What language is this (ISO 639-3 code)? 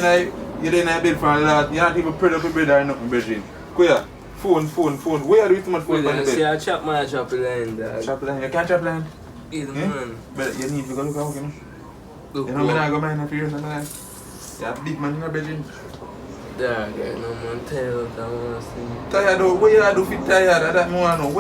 jam